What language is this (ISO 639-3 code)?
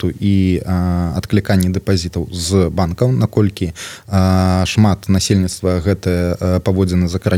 bel